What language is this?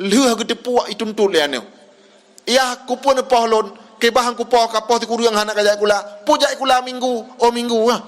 Achinese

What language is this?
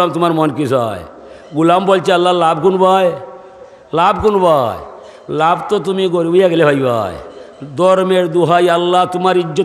Sylheti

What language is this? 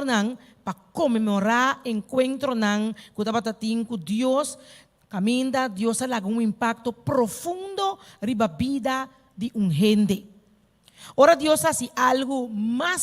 Papiamento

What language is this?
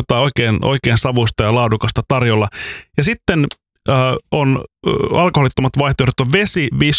Finnish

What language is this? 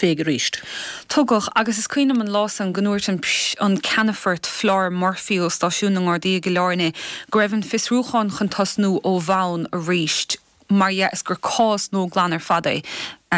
Irish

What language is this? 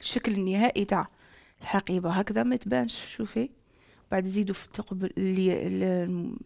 Algerian Arabic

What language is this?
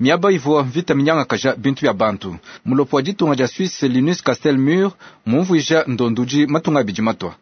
Luba-Lulua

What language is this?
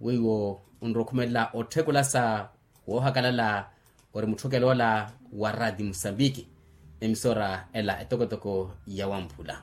Makhuwa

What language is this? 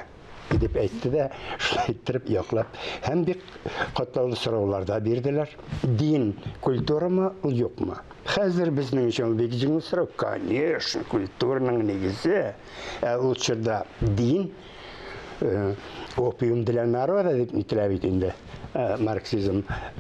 Tatar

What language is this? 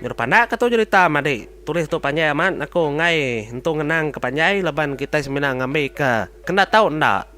Iban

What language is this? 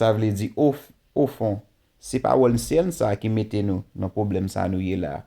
Haitian Creole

